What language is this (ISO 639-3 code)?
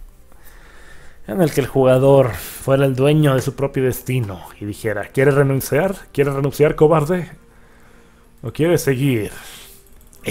spa